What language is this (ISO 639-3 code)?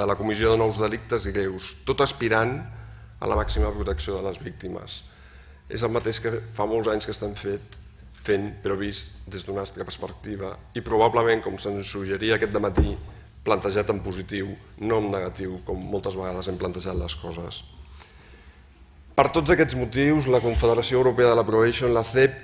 cat